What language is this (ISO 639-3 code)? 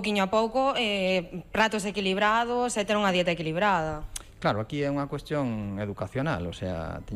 glg